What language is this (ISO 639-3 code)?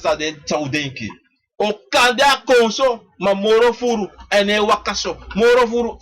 srn